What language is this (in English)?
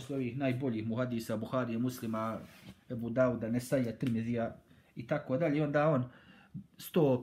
Bosnian